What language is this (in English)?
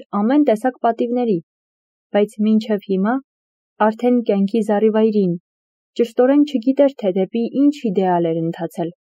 Armenian